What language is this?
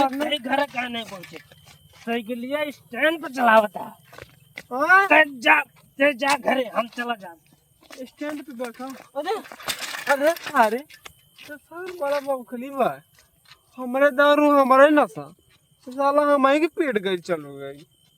Awadhi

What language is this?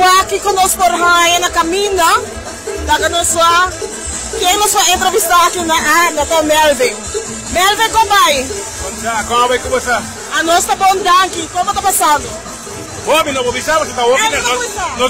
Papiamento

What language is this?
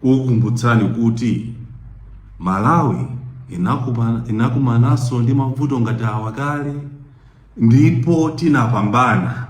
Nyanja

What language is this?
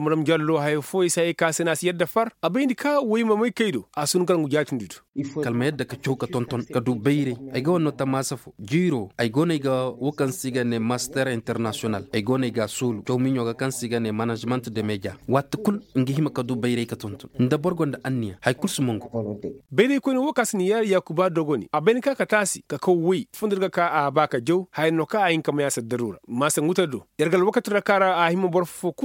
Koyraboro Senni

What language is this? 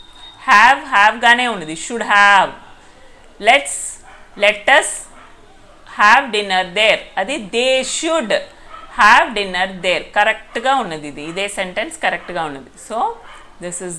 Telugu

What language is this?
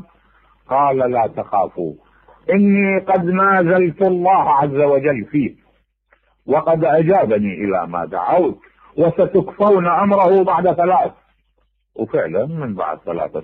Mesopotamian Arabic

